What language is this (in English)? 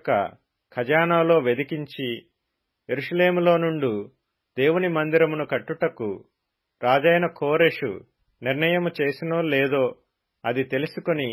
Telugu